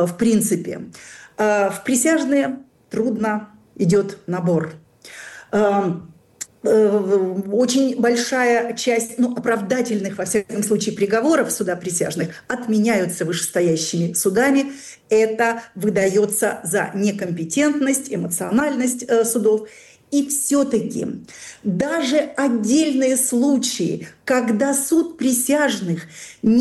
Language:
Russian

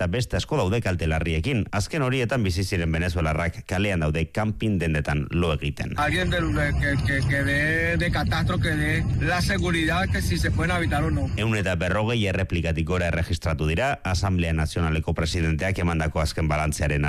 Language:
Basque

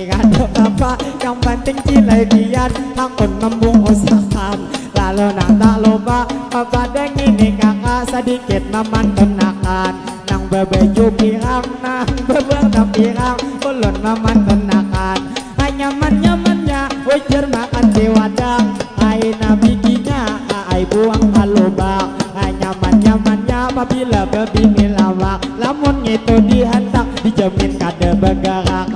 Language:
Banjar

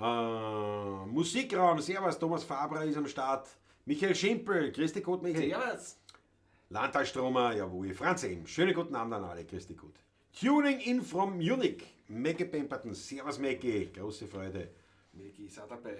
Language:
Bavarian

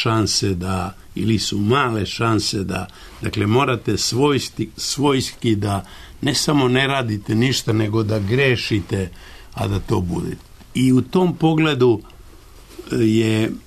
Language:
Serbian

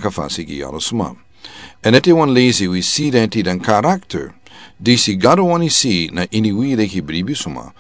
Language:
Sranan Tongo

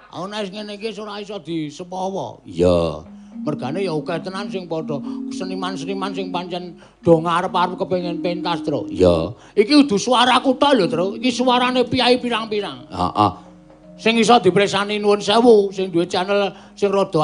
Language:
Javanese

